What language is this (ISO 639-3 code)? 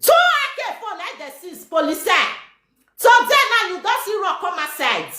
pcm